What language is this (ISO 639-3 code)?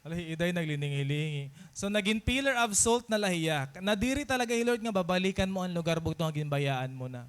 war